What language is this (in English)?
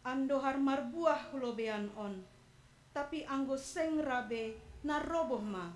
Batak Simalungun